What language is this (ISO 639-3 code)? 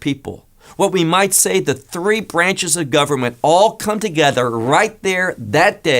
eng